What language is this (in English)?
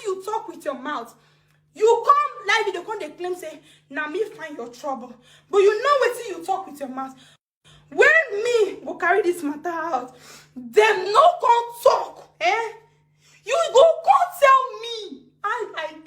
Nigerian Pidgin